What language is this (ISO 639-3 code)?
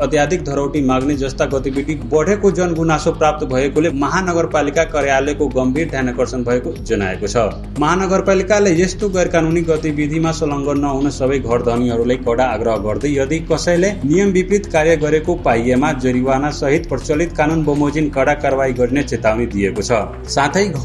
nep